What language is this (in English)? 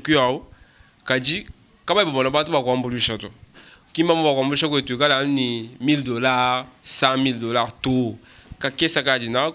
Luba-Lulua